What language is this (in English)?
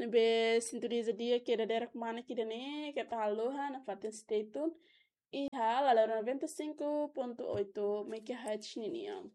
Tetum